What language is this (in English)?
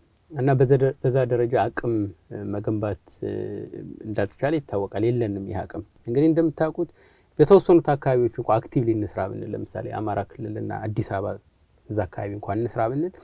Amharic